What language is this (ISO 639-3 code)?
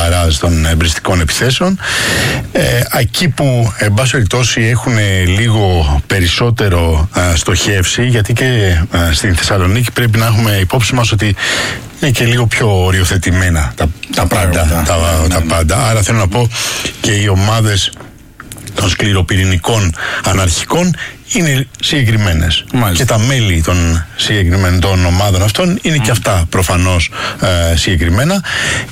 ell